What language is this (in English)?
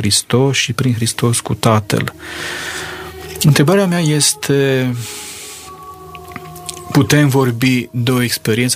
Romanian